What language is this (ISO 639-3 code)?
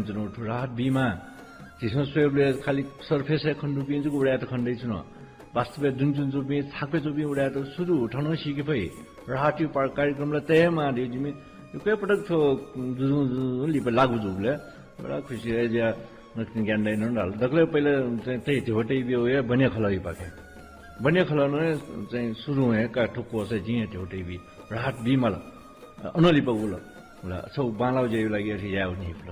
new